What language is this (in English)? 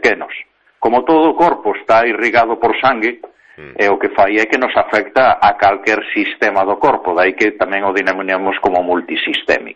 Galician